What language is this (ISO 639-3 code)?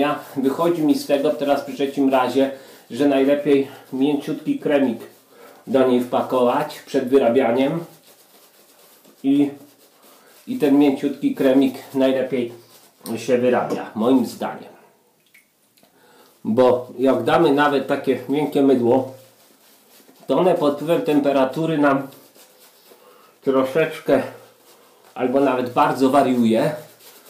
pol